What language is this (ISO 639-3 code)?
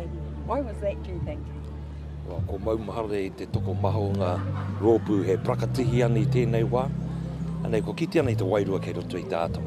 mri